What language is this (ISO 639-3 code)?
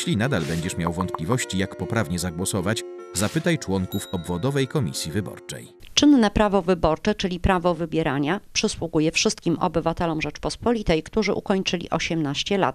pol